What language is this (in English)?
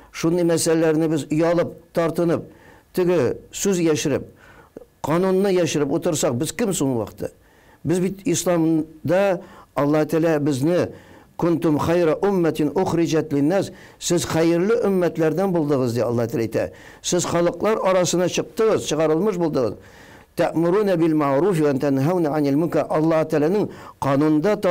Tatar